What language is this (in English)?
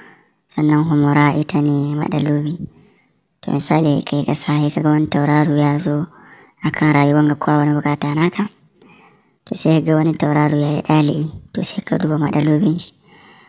Hausa